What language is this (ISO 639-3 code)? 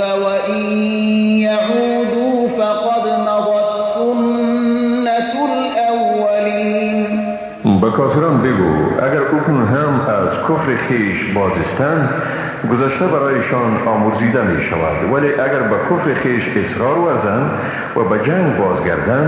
fas